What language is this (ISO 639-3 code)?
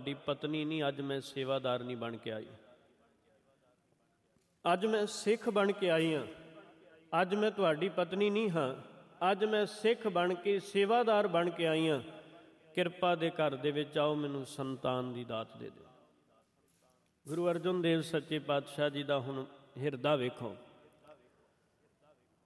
pan